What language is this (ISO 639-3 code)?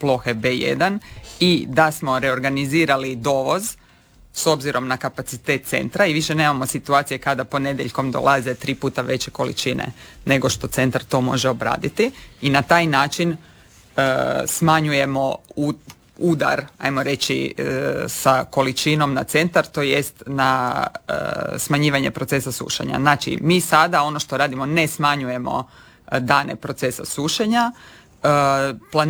hrv